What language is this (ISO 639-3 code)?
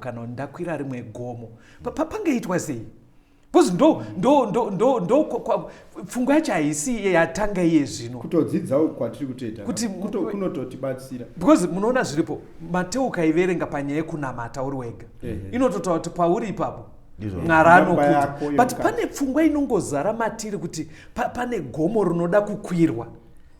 sna